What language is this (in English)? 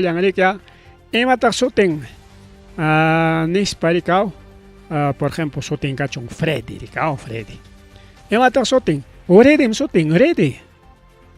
Ayacucho Quechua